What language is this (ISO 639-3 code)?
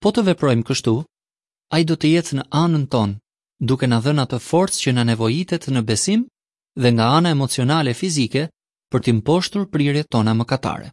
sqi